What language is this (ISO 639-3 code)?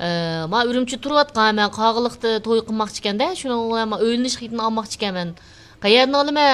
uig